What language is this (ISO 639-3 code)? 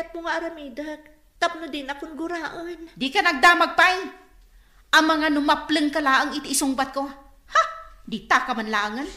ilo